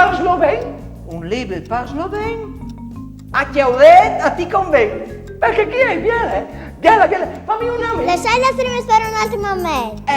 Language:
Friulian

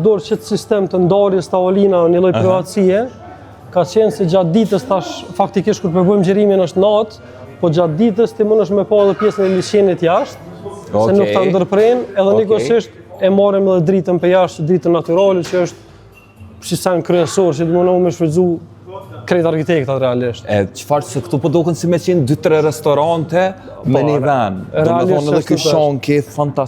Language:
Albanian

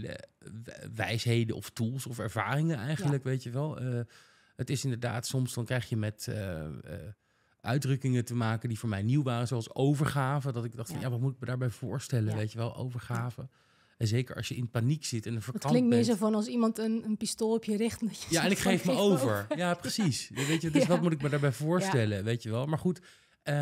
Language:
Dutch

